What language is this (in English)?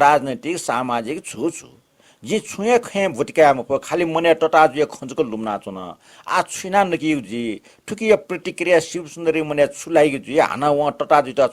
Newari